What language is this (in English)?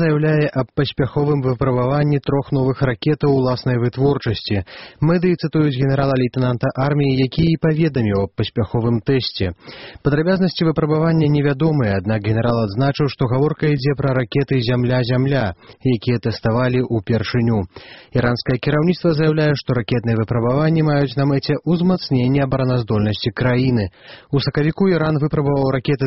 Belarusian